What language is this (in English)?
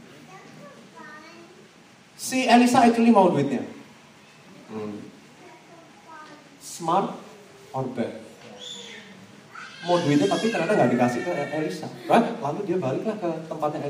Indonesian